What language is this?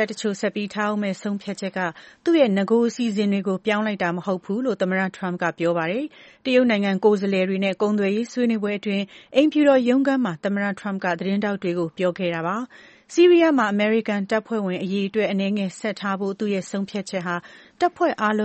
Burmese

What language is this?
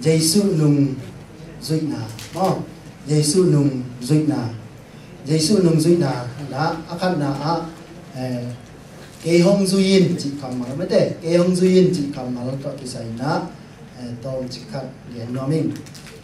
Tedim Chin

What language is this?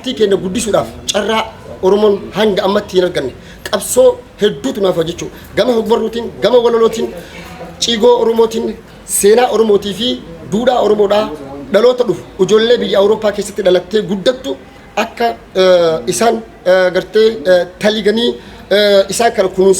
Oromo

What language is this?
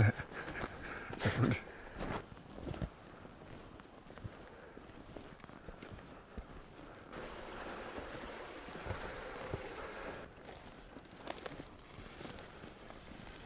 Danish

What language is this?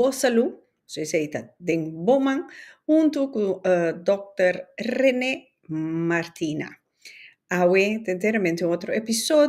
Papiamento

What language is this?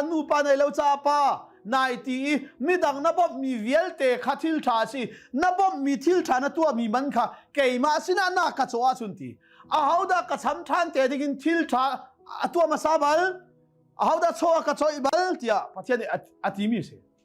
Hakha Chin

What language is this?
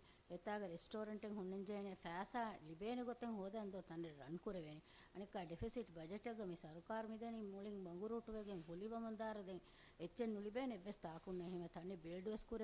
Divehi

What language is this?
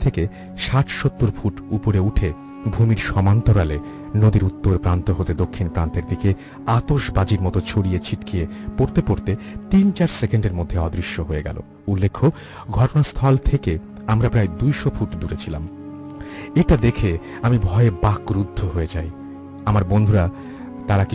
Bangla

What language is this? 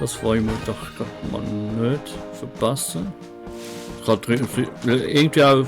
Swiss German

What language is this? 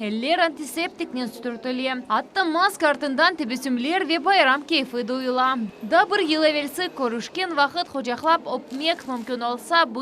Crimean Tatar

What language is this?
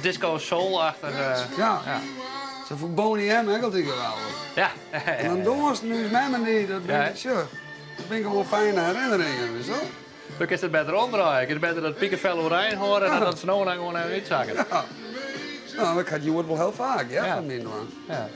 Western Frisian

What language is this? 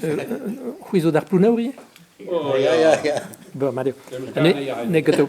Breton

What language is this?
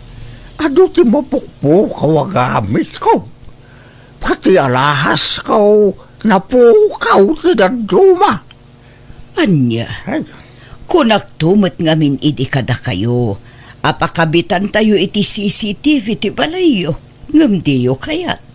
Iloko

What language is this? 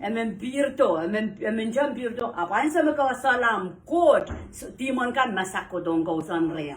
Pohnpeian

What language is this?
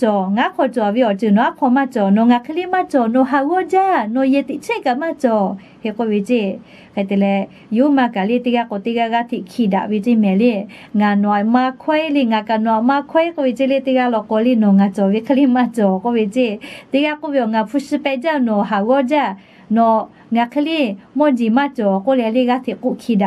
Lahu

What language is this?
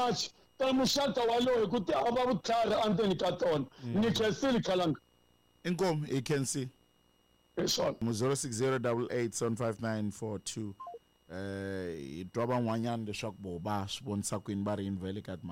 Tsonga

